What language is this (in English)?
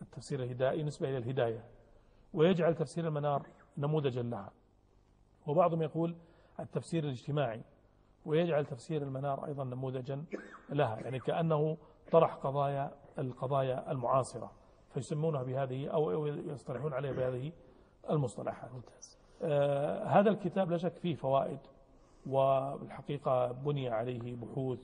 Arabic